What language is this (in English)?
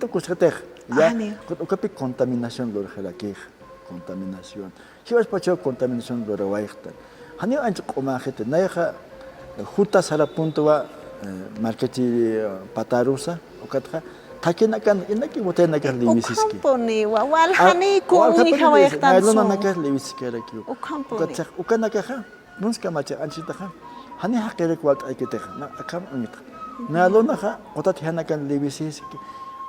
Aymara